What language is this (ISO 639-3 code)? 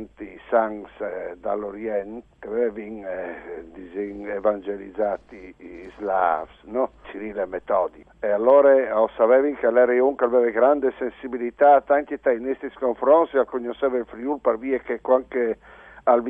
fur